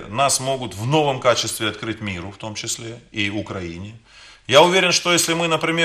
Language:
Russian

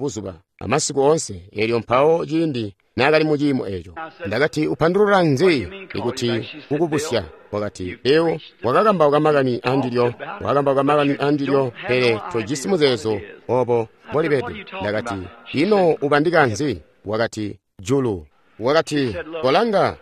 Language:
Tonga (Zambia)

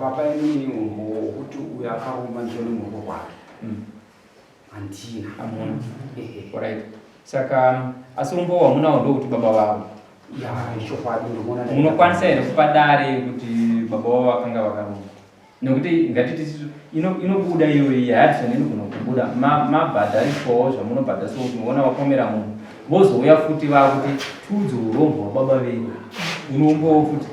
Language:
Shona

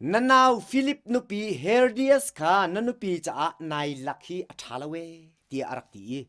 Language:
Hakha Chin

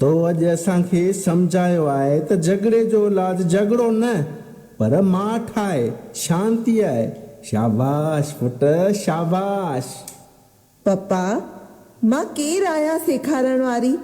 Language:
Sindhi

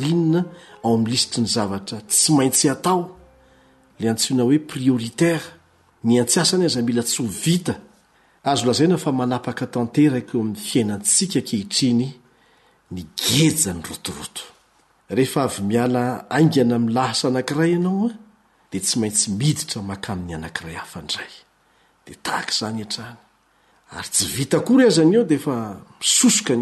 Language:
Malagasy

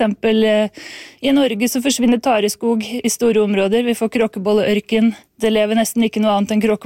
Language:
Norwegian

